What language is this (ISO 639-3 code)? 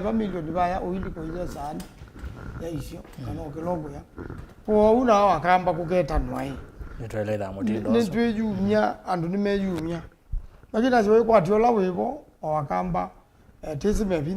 kam